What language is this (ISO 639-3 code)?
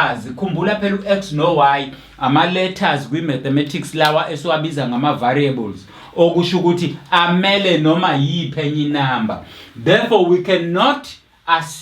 zul